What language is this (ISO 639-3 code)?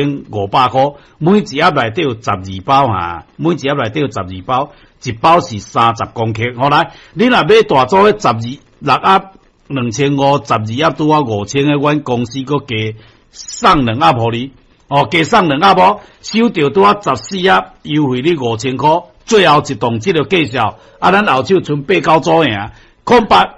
nan